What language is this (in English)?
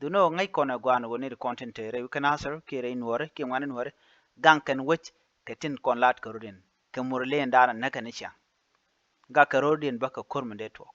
Nuer